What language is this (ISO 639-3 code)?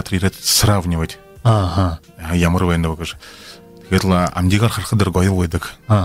bua